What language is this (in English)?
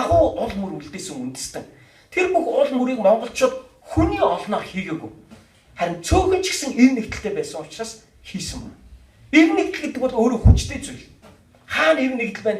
Mongolian